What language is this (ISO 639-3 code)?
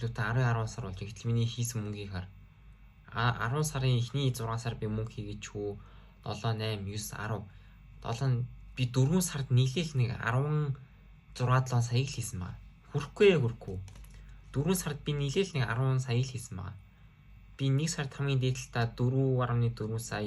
mon